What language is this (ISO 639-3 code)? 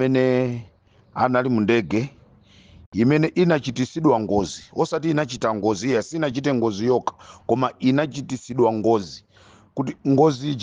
nya